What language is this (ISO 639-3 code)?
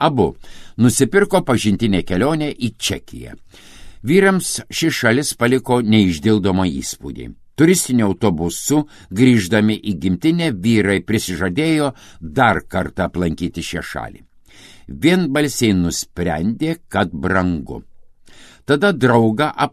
lit